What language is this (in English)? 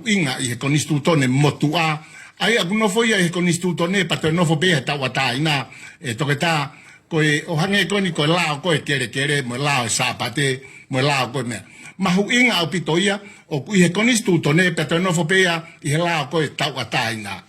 Tongan